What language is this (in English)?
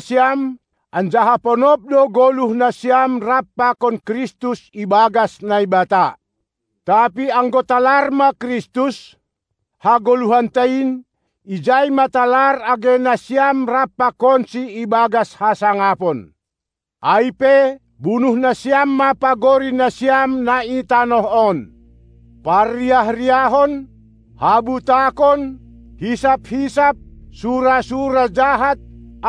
Batak Simalungun